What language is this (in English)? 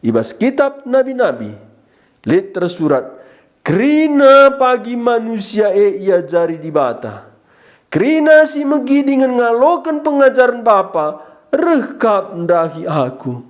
Batak Karo